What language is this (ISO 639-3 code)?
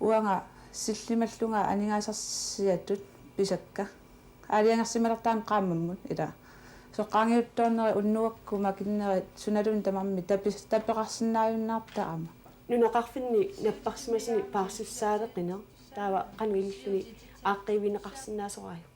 kal